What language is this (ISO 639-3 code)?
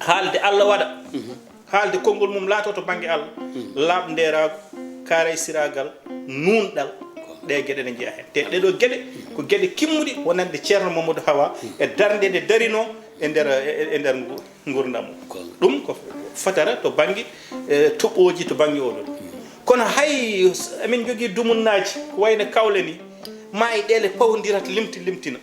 ful